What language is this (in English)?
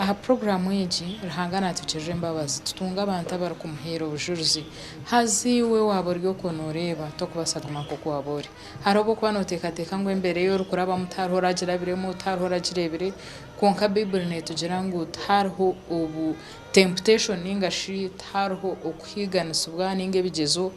Nyankole